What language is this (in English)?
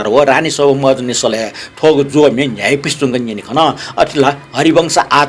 Newari